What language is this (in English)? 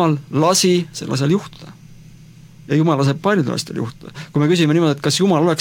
Estonian